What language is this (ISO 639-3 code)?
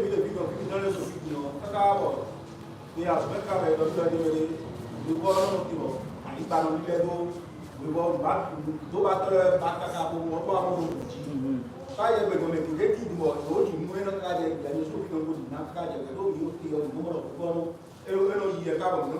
fon